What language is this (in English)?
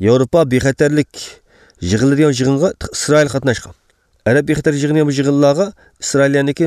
Uyghur